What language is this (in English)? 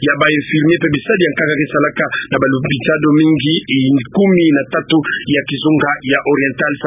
Kituba (Democratic Republic of Congo)